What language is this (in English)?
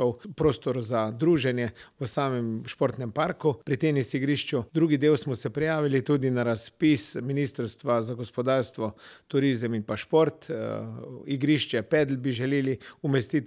Slovenian